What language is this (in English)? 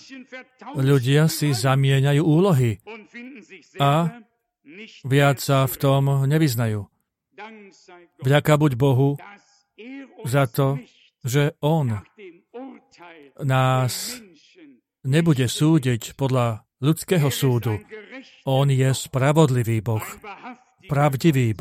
Slovak